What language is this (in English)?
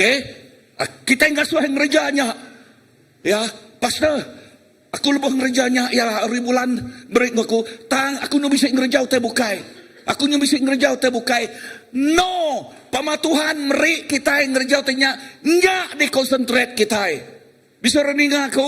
Iban